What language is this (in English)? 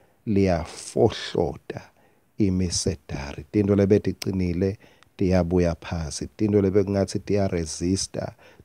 Swati